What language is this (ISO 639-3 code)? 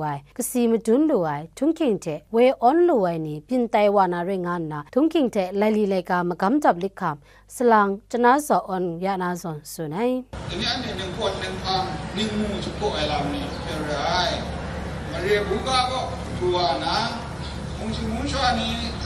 kac